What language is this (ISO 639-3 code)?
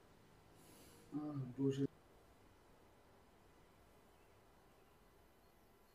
slk